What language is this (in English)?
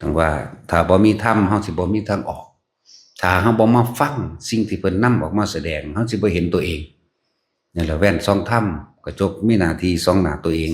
Northeastern Thai